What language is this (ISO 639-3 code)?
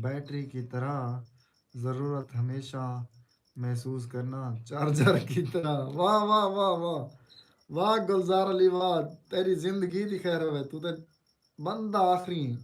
skr